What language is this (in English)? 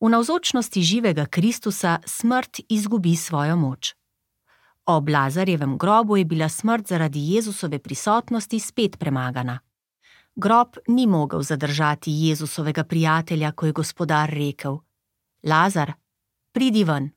Slovenian